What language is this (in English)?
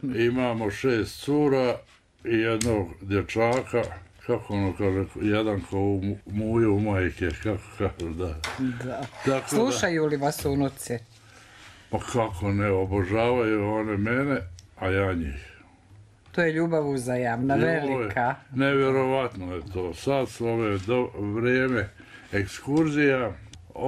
Bosnian